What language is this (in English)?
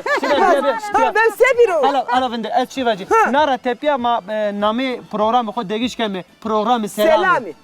Zaza